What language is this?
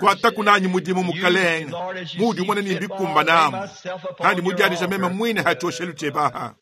Luba-Lulua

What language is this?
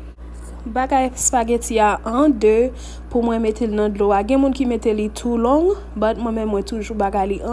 Haitian Creole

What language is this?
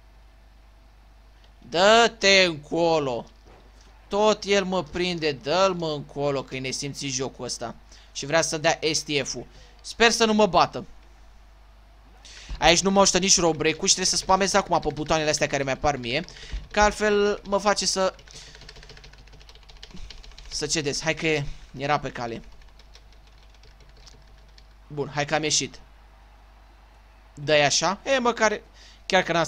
Romanian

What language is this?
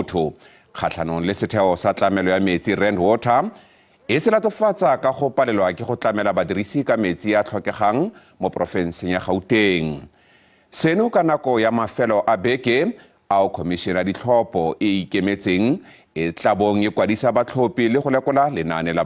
Tswana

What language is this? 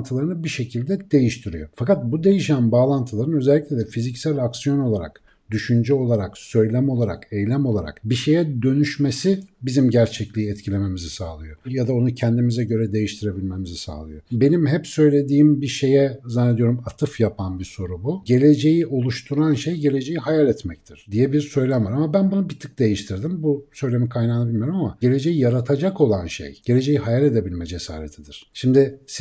Turkish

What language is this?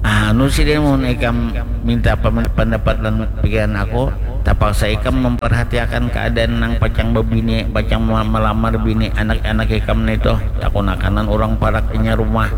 Banjar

